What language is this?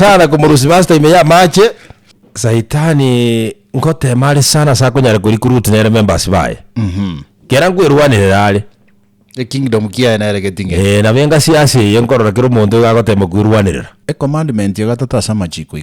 Gusii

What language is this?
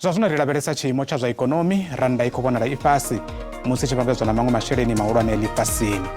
Venda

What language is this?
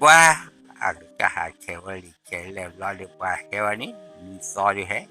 S'gaw Karen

